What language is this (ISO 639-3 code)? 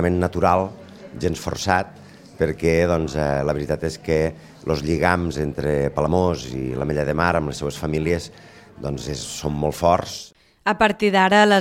cat